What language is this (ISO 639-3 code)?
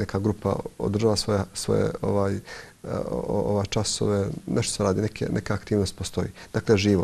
bos